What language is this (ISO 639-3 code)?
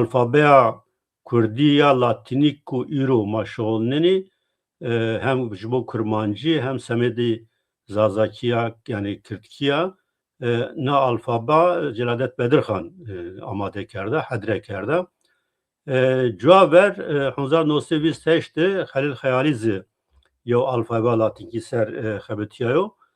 zza